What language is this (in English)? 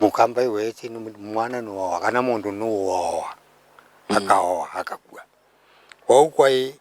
Kamba